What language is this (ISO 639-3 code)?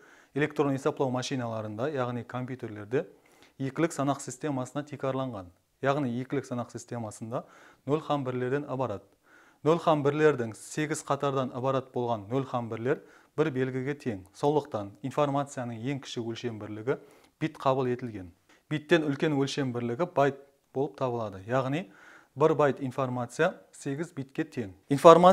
kaa